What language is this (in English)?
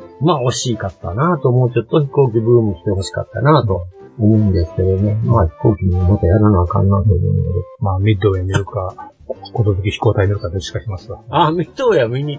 Japanese